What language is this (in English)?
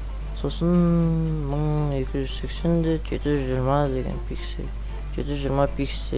Kazakh